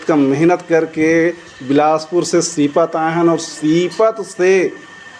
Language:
Chhattisgarhi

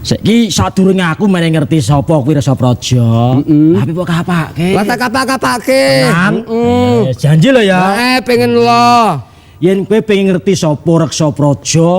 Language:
Javanese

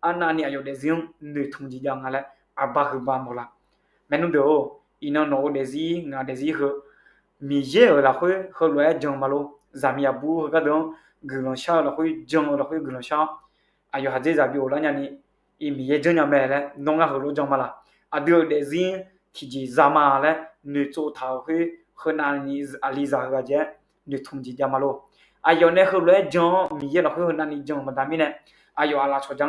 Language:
Akha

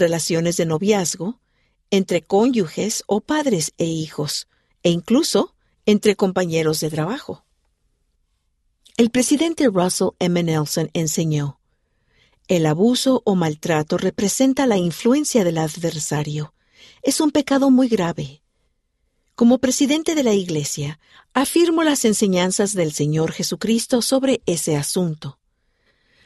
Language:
Spanish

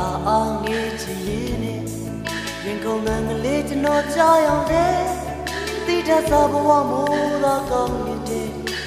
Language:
Burmese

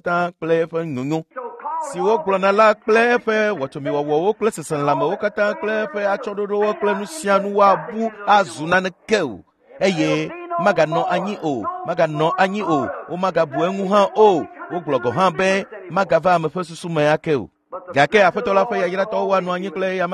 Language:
Ewe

